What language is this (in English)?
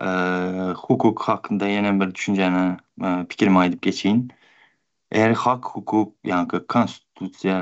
Turkmen